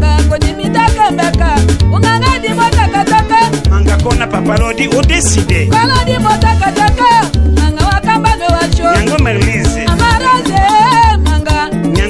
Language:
Tetela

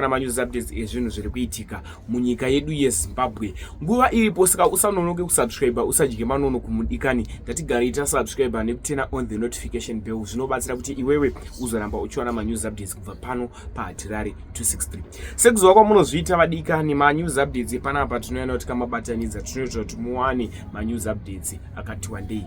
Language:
Shona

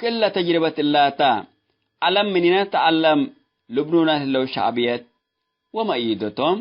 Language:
Tigre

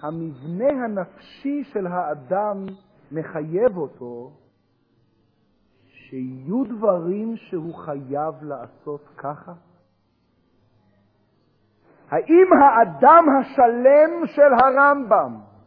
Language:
Hebrew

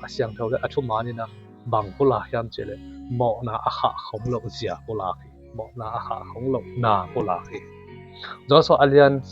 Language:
Tedim Chin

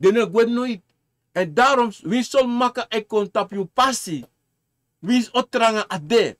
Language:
Sranan Tongo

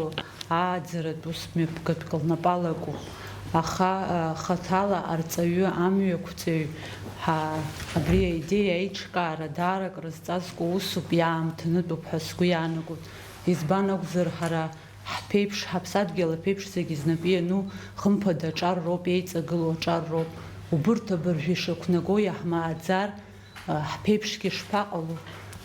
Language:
Abkhazian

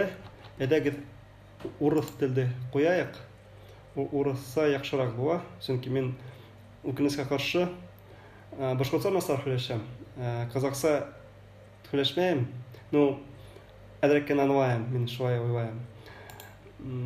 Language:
Bashkir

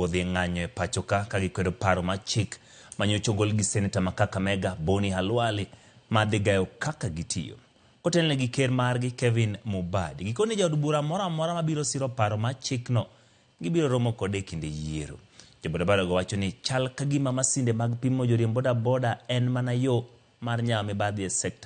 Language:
Luo (Kenya and Tanzania)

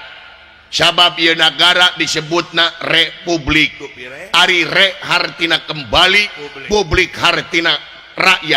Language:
Sundanese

